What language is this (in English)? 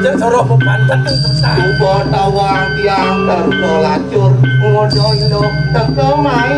Balinese